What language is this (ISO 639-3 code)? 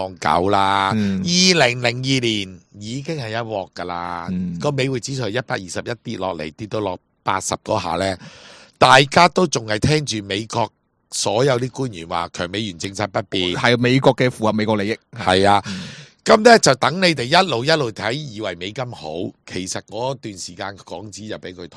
yue